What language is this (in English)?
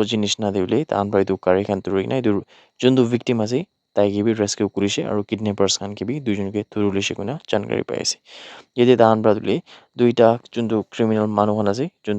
Naga Pidgin